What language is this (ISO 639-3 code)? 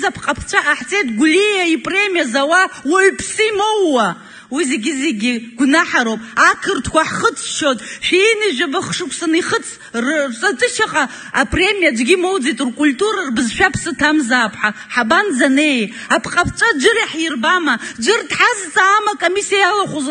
abk